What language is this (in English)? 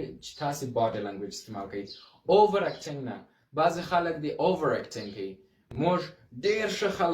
Pashto